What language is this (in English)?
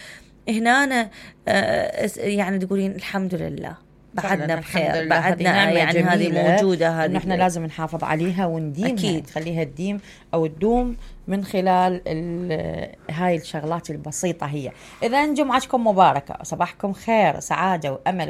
Mesopotamian Arabic